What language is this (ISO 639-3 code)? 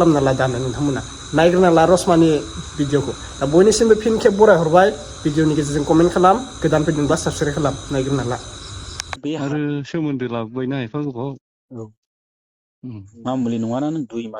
brx